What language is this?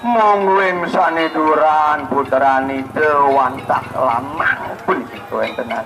Balinese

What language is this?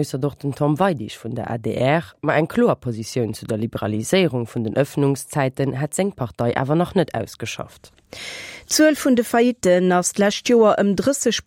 Luxembourgish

